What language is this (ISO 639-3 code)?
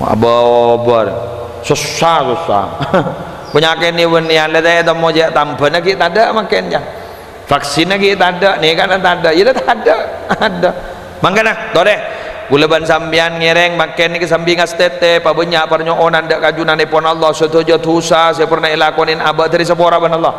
mad